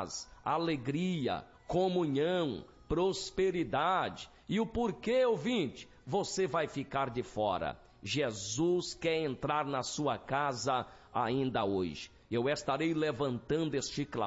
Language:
Portuguese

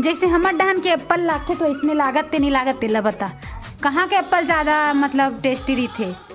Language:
Chhattisgarhi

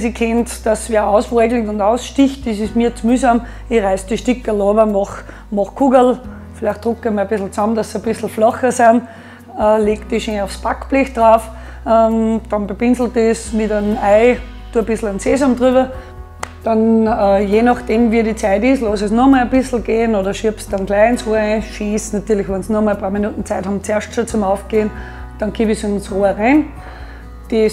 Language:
Bavarian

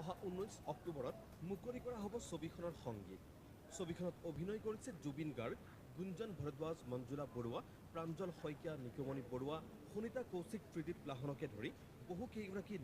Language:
Assamese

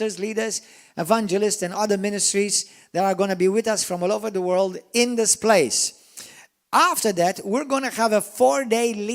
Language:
English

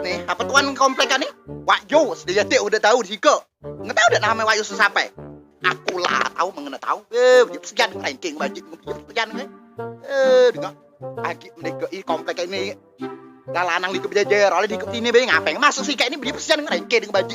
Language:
Musi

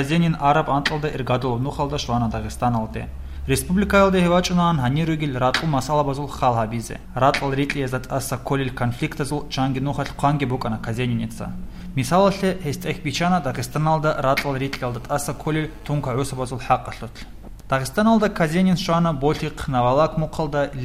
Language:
Avaric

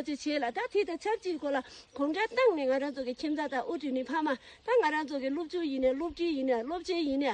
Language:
Tibetan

